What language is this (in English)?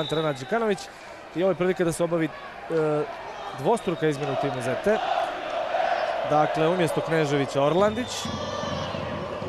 Serbian